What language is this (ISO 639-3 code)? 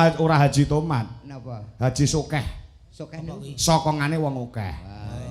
jav